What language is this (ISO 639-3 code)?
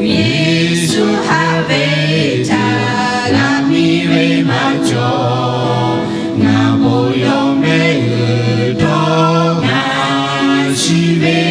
lhu